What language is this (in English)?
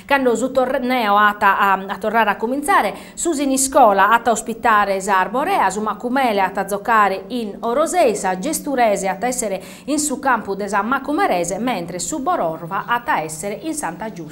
Sardinian